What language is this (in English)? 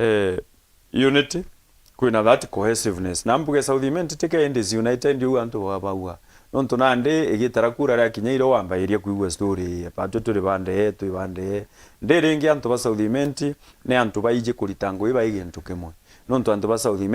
Meru